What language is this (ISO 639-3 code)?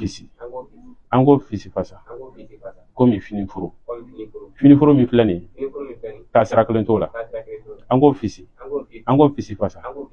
bam